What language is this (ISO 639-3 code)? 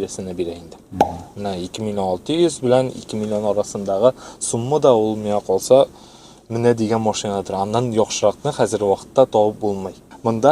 tat